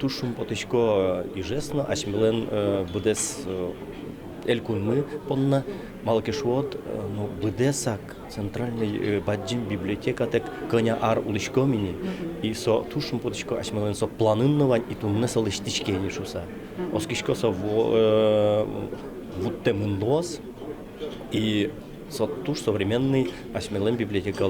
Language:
Udmurt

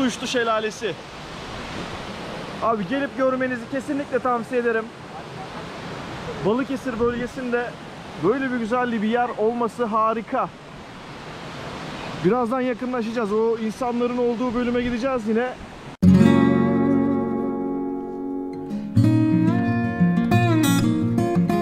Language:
Turkish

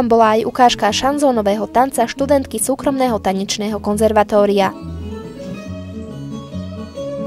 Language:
Slovak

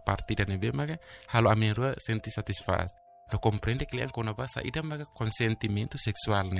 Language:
Tetum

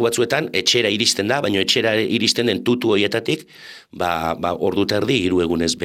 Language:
Basque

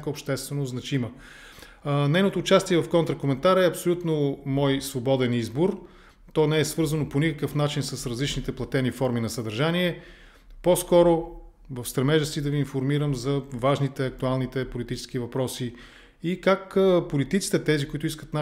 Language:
Bulgarian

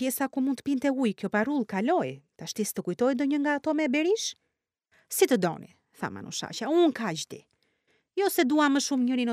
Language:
Albanian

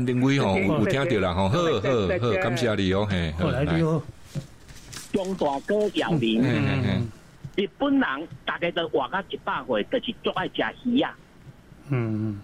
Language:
Min Nan Chinese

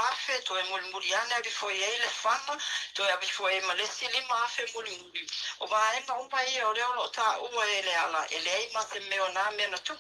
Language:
Samoan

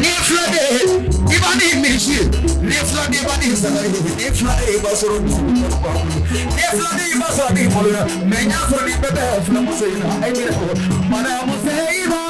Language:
Bambara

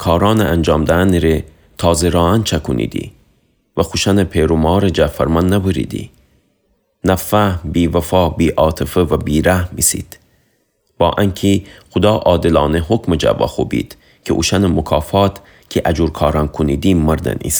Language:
Gilaki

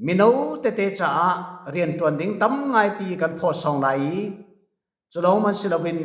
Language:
Falam Chin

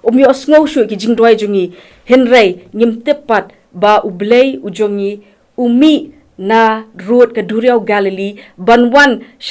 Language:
Khasi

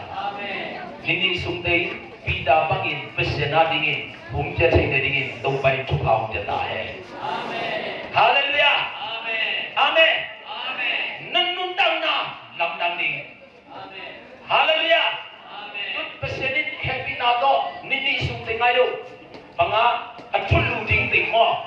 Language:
Tedim Chin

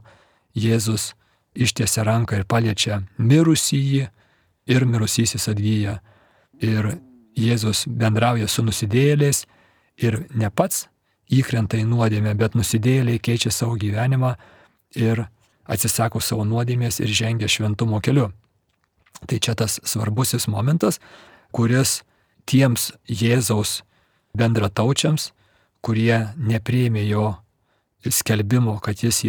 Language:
Lithuanian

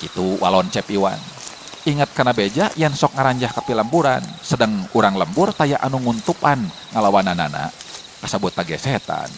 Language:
Sundanese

